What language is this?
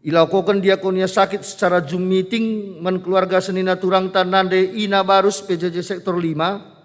Batak Karo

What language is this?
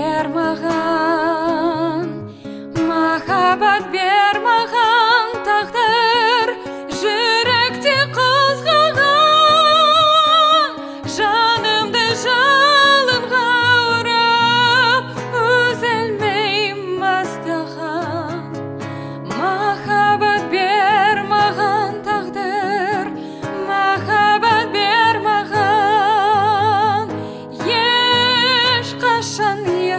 Kazakh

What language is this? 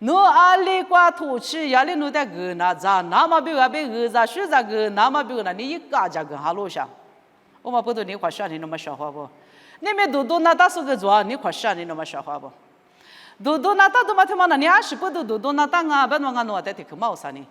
Lisu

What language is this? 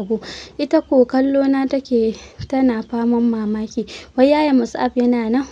Hausa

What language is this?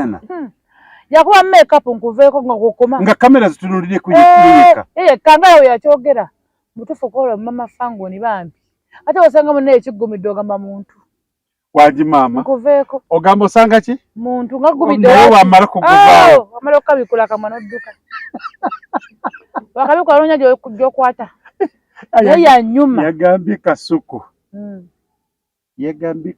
Ganda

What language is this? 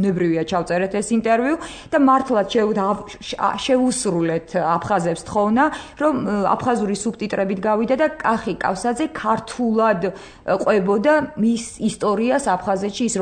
Georgian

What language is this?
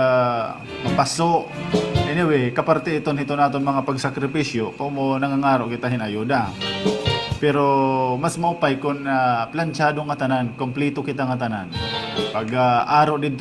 Waray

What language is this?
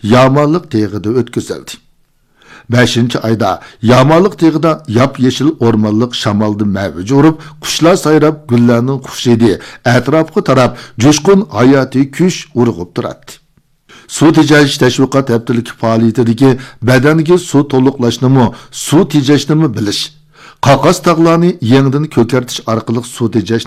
Uyghur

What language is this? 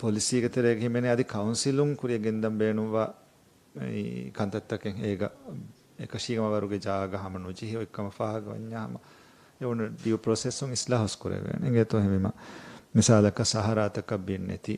Divehi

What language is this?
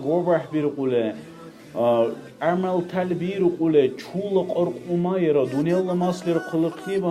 Dargwa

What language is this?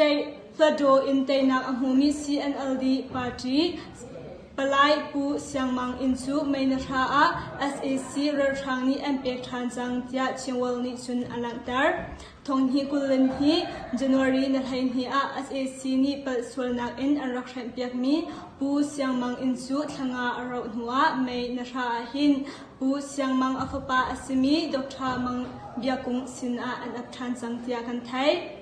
Hakha Chin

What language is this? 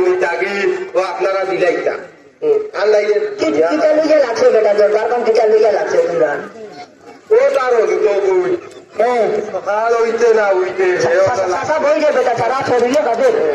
Sylheti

